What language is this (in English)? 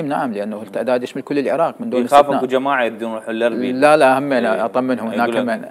Mesopotamian Arabic